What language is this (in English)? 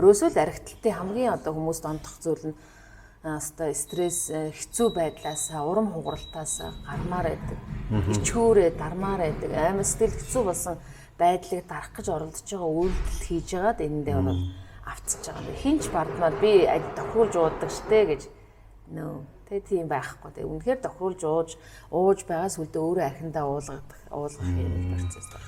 Mongolian